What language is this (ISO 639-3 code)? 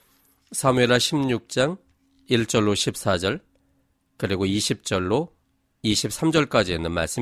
kor